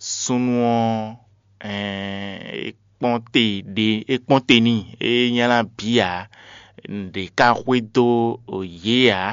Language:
Fon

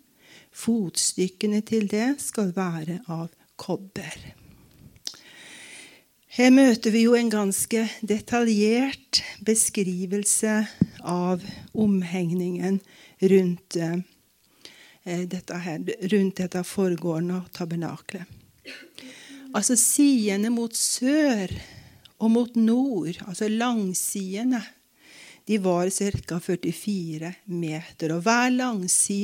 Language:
Norwegian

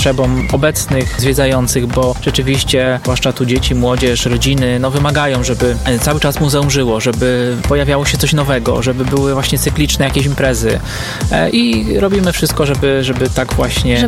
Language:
Polish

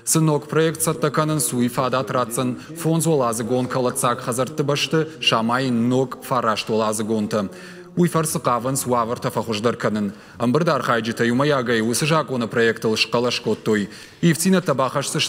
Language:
Ossetic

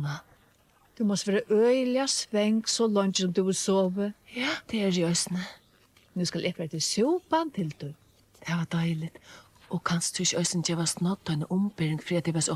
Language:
Faroese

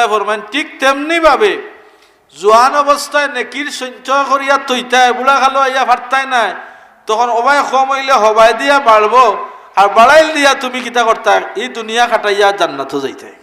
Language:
Sylheti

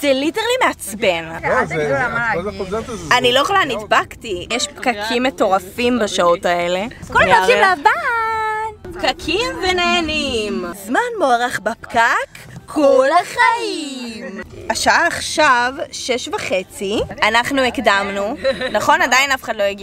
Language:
Hebrew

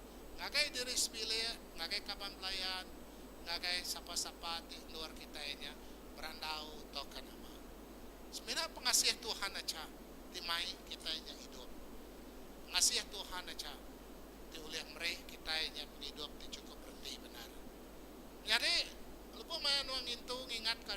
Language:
Iban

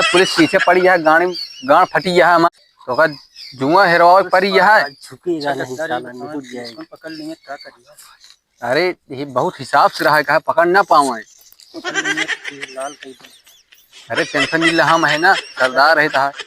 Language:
Awadhi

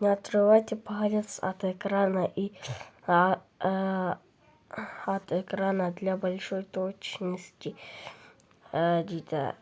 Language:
Kazakh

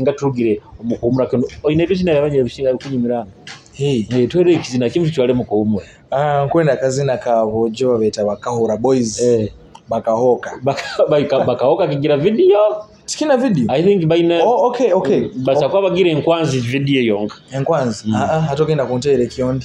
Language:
Nyoro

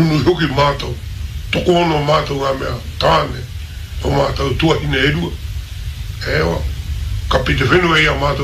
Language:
Māori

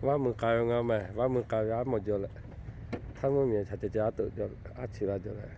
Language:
Lahu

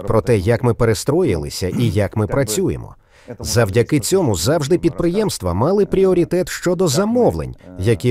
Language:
Ukrainian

